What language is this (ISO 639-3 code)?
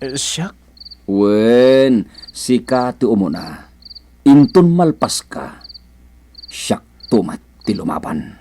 ilo